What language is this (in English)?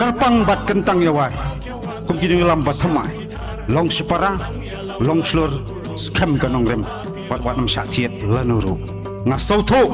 Khasi